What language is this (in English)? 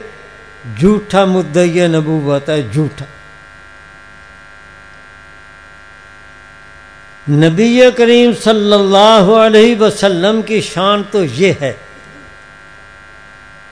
Urdu